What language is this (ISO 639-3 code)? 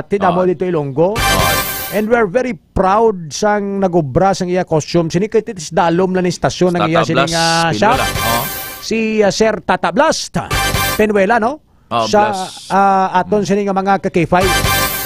hil